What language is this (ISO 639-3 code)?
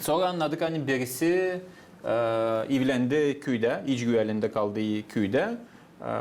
gag